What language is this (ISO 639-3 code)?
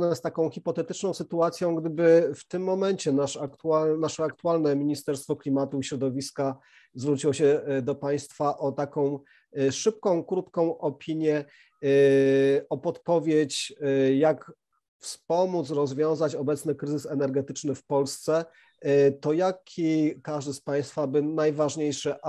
pol